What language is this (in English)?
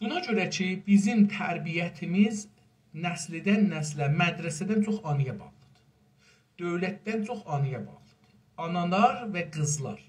South Azerbaijani